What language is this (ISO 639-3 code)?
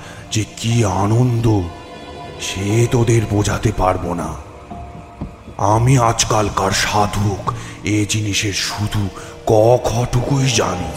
ben